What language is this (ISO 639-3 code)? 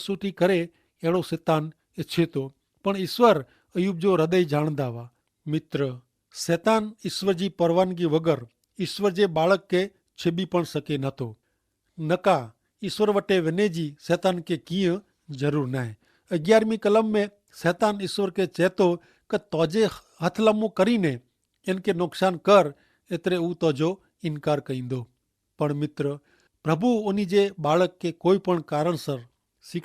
kfr